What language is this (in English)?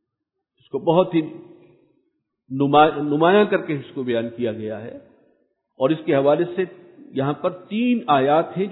Urdu